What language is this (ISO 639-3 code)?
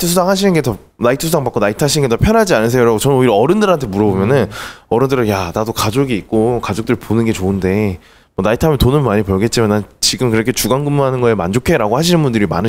kor